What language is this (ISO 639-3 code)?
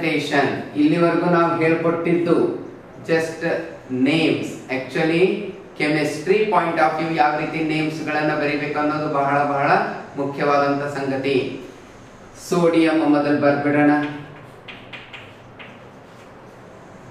kan